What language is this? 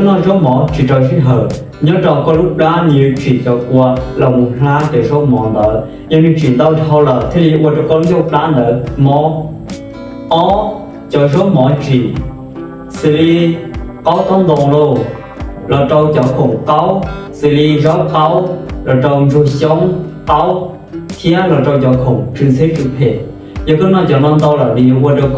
Hmong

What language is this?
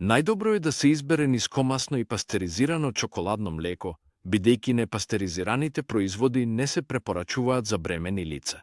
Macedonian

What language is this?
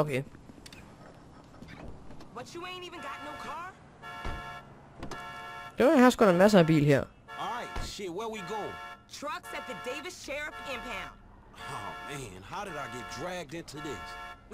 Danish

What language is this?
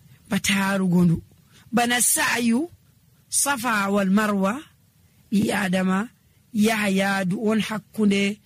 Nigerian Fulfulde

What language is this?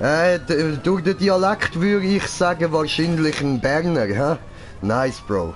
Swiss German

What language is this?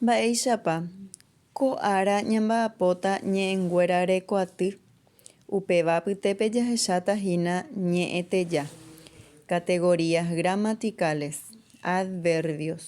Guarani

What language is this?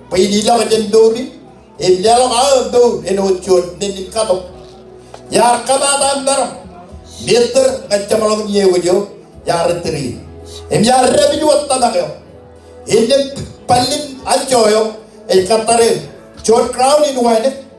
Marshallese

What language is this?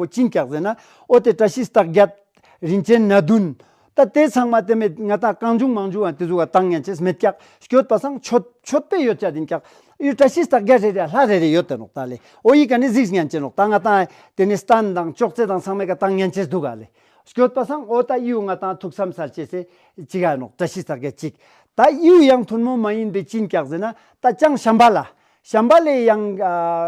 Ladakhi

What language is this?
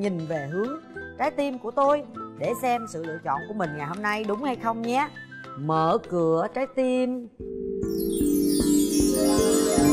Vietnamese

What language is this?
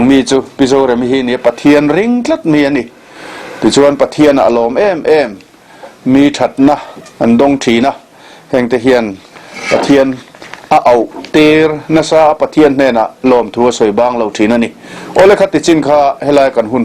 Mizo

